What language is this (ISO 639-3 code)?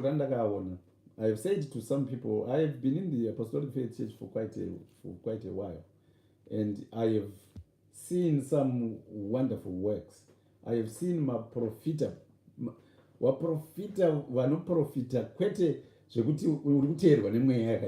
sna